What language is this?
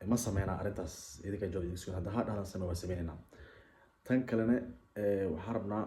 Somali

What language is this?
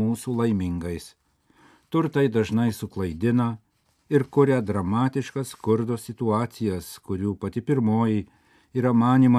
Lithuanian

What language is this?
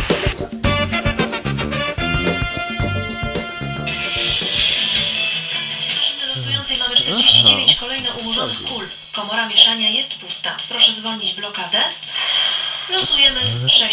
Polish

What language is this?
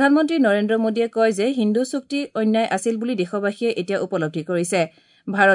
Assamese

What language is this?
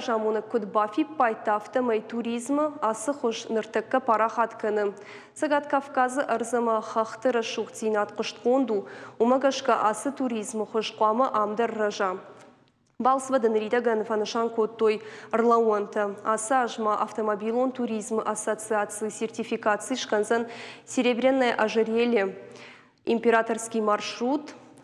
Ossetic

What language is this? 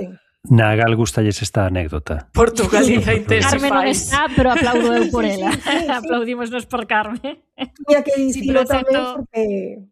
Galician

